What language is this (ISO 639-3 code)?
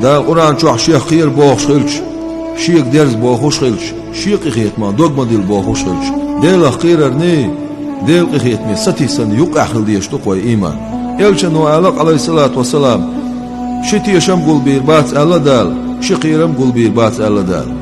che